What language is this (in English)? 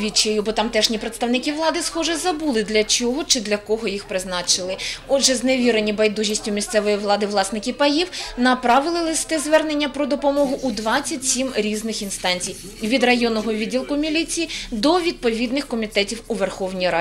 Ukrainian